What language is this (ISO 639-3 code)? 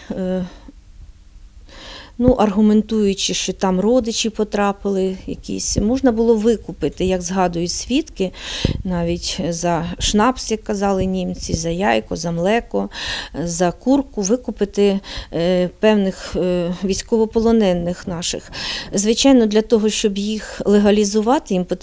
ukr